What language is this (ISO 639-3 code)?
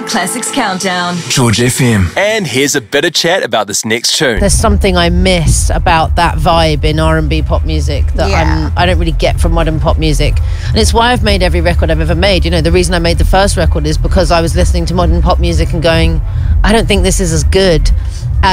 eng